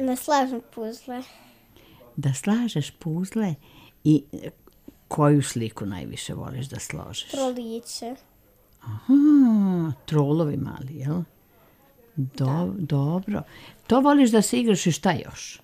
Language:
Serbian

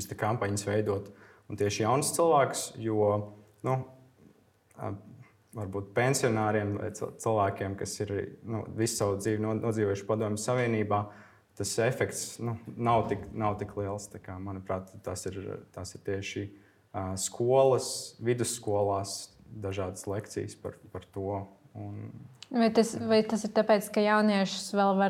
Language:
Latvian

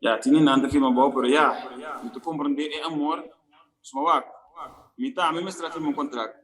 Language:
Papiamento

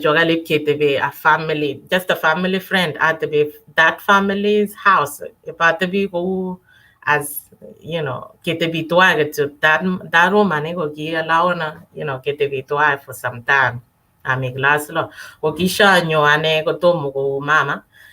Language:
Kalenjin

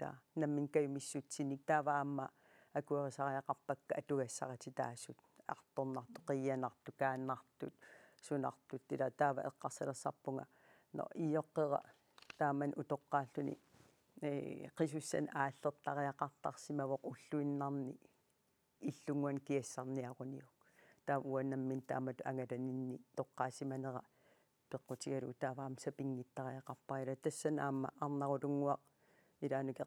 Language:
Kalaallisut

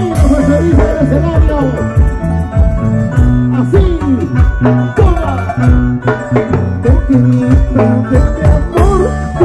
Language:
Spanish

